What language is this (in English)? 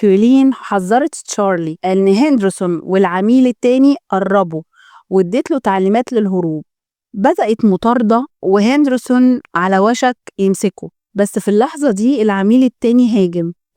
Egyptian Arabic